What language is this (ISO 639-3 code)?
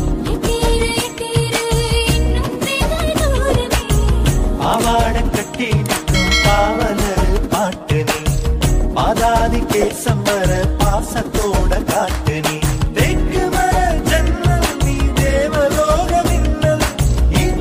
tam